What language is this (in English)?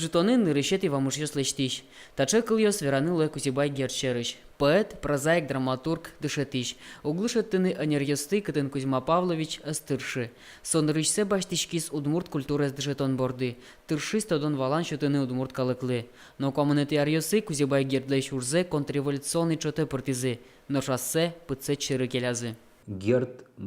Udmurt